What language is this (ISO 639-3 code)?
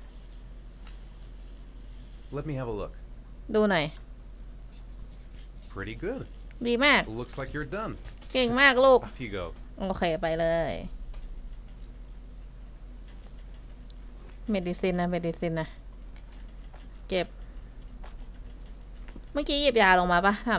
tha